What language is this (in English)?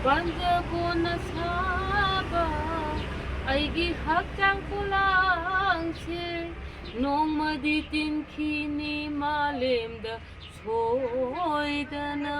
Manipuri